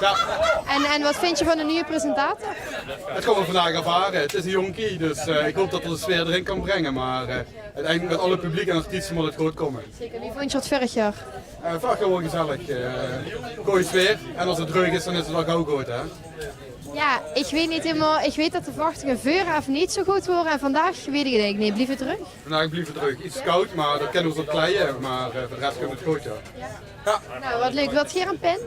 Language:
Limburgish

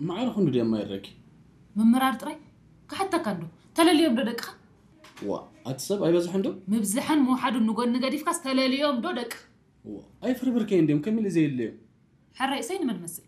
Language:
Tigre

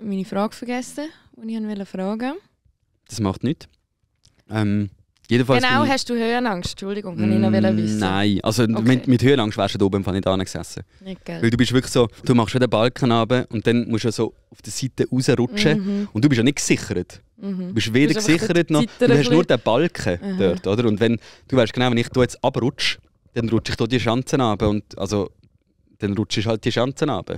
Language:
Swiss German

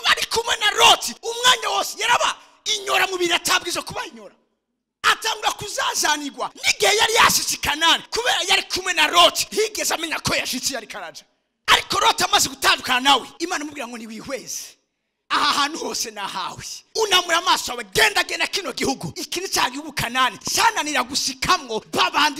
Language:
Rundi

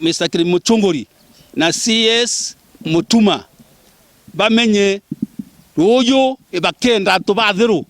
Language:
Meru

